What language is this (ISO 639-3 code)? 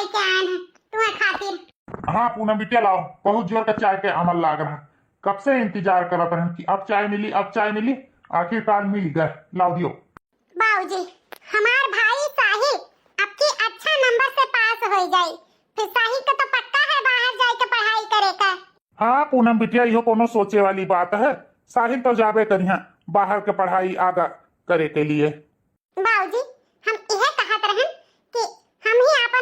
awa